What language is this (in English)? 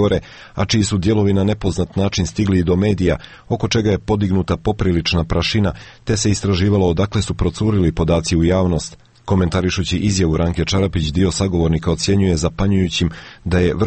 Serbian